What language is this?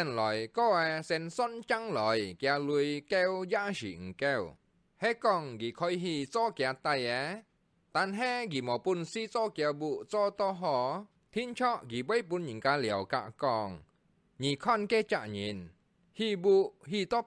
Hakka Chinese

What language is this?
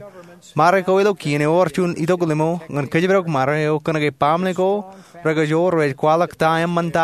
Marshallese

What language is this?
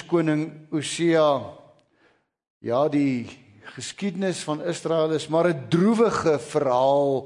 Afrikaans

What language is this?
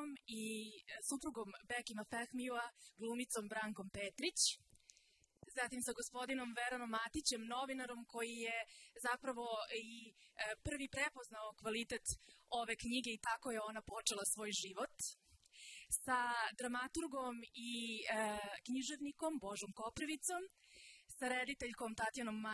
Serbian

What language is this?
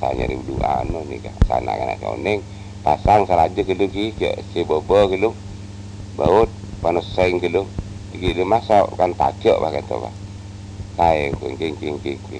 Madurese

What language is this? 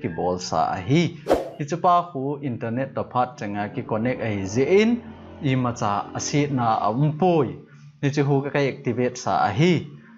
Thado Chin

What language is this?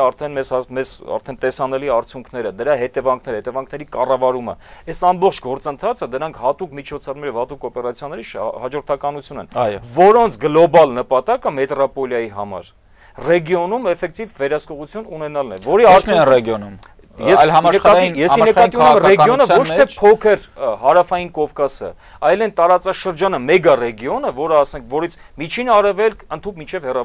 Armenian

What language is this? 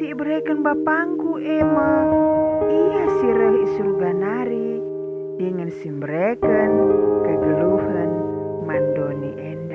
Batak Karo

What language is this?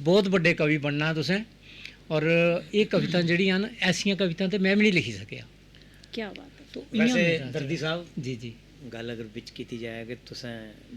Dogri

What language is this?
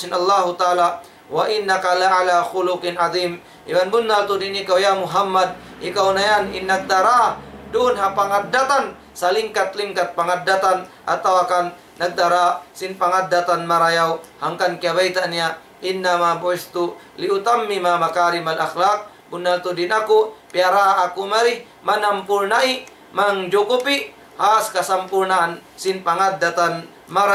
Tausug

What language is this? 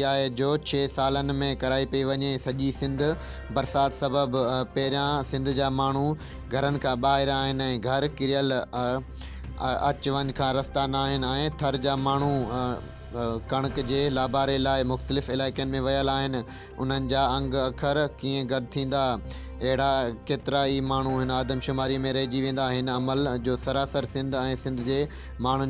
Sindhi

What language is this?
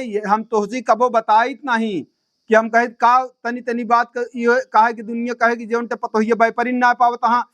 Awadhi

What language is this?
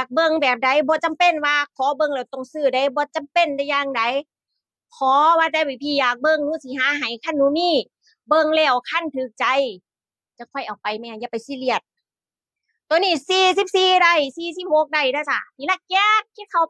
Lao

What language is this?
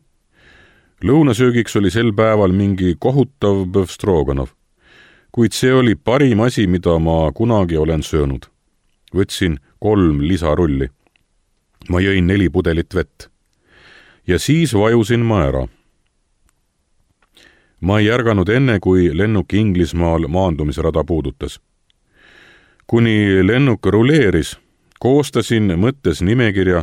Estonian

